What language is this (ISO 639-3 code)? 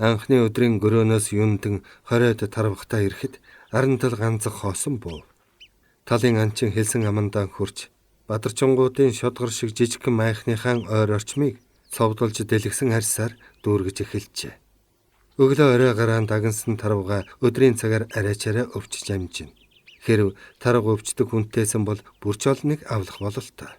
mon